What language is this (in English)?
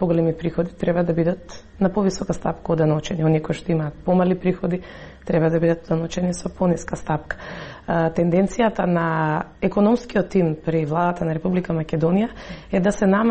Macedonian